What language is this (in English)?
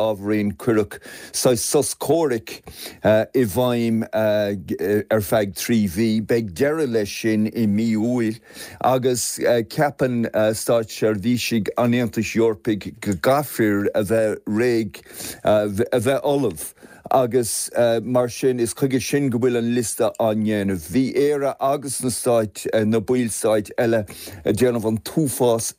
Irish